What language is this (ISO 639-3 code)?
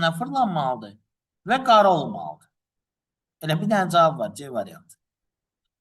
aze